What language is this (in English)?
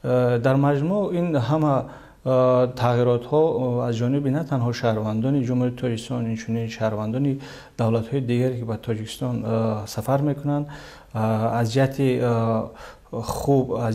Tajik